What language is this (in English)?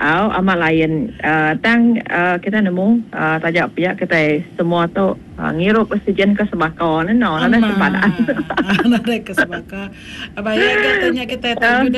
Iban